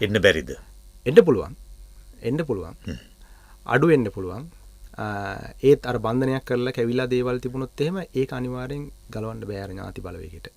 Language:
Sinhala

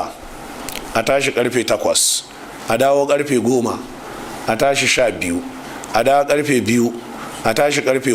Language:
Hausa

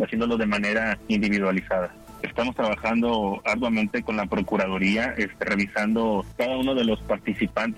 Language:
Spanish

